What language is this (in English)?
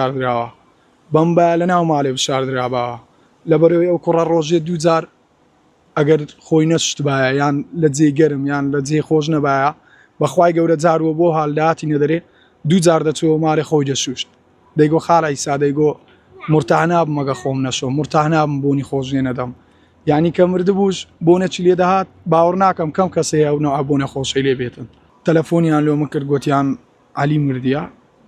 Central Kurdish